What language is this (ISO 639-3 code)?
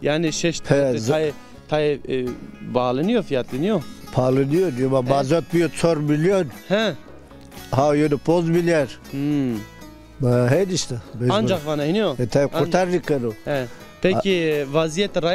zza